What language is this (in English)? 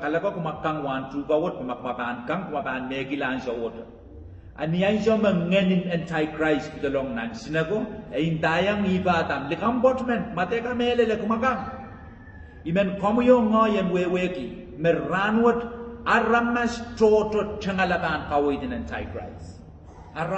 Pohnpeian